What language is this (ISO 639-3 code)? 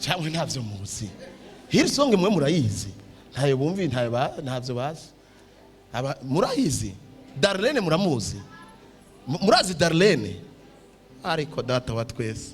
run